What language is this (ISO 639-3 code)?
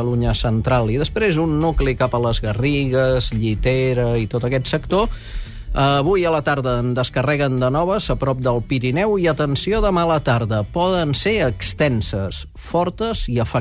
cat